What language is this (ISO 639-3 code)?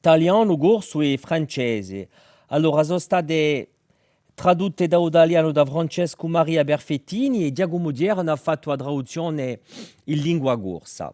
cos